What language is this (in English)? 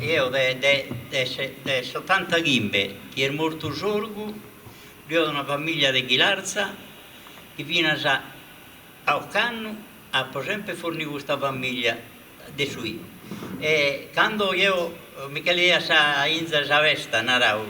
Sardinian